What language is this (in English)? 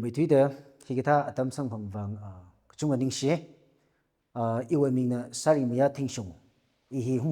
Tangkhul Naga (India)